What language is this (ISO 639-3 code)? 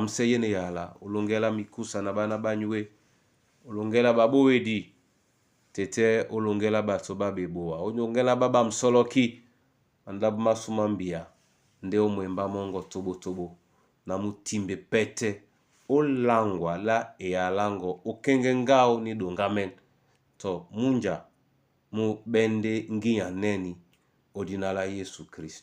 dua